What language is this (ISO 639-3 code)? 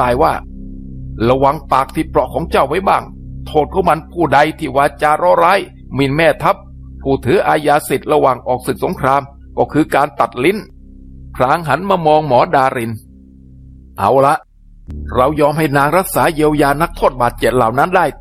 tha